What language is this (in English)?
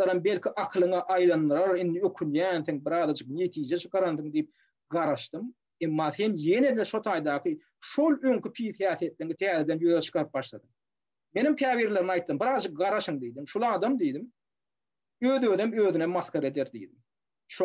Turkmen